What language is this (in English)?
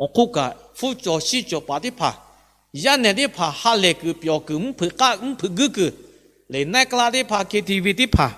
Lahu